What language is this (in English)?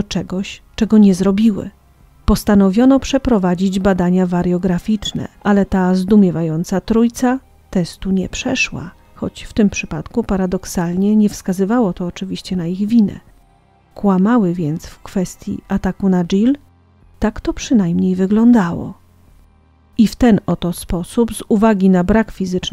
Polish